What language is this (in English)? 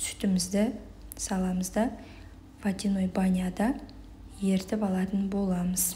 Kazakh